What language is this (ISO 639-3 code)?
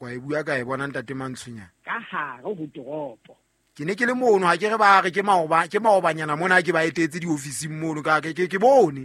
sot